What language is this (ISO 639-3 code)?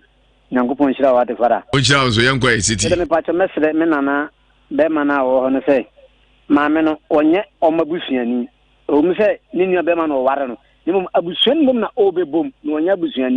aka